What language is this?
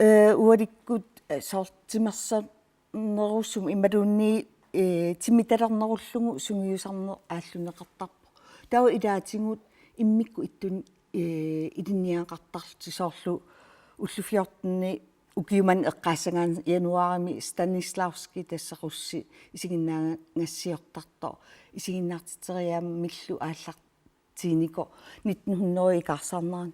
Kalaallisut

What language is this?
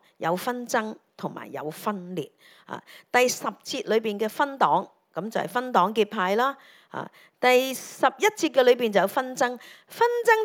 Cantonese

